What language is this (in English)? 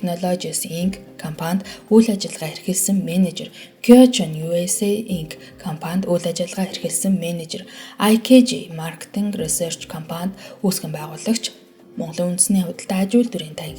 Mongolian